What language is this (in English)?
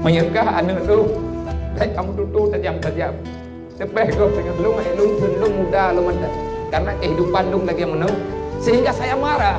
Achinese